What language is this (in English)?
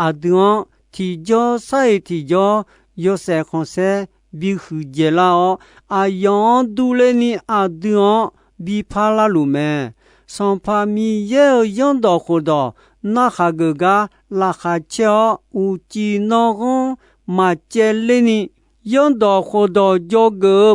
Akha